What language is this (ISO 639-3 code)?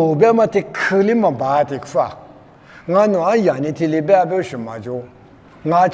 lis